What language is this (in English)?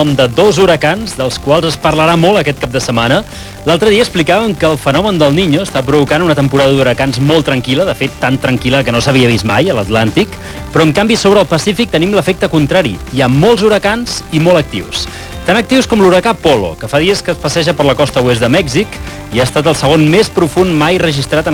Catalan